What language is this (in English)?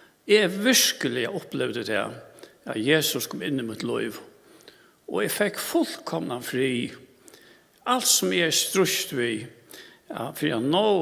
Faroese